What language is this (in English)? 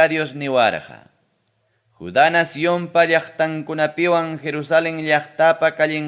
Ayacucho Quechua